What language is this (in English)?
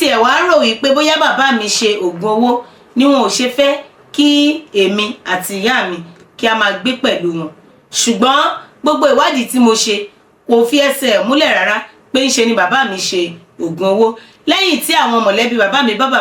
Yoruba